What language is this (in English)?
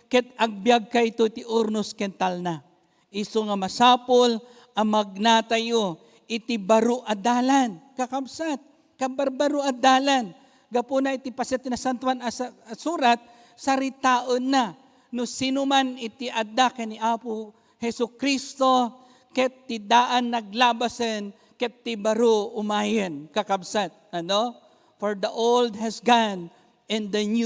Iloko